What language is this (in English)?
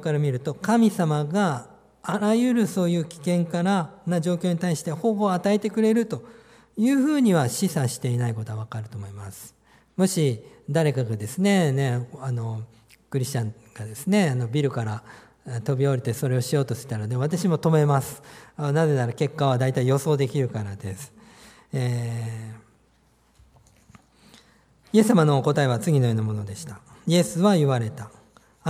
Japanese